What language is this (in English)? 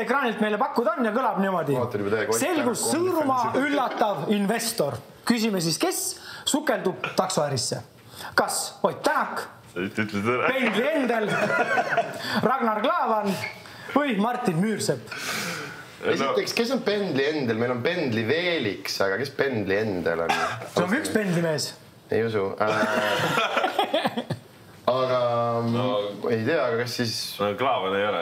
Estonian